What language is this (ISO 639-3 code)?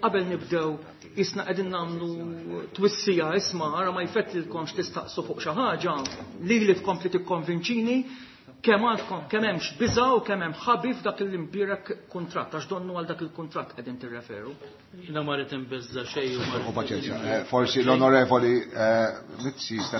mlt